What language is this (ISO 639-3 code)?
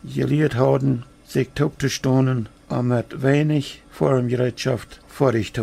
pdt